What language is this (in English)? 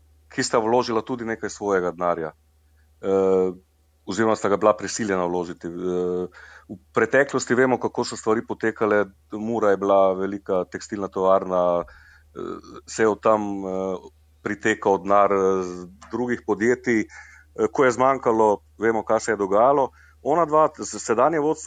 Slovenian